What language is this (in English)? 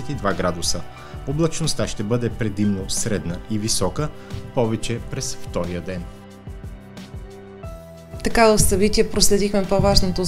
Bulgarian